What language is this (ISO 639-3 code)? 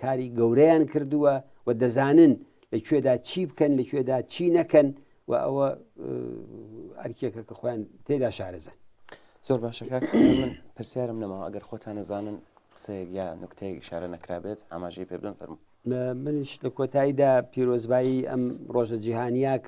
ckb